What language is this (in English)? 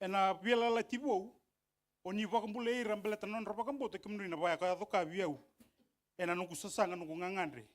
Fijian